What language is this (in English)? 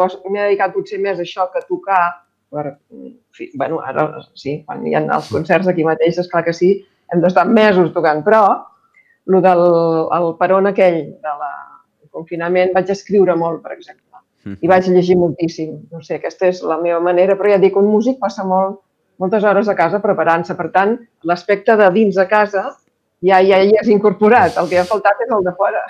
Catalan